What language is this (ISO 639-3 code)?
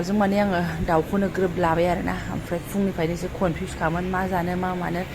brx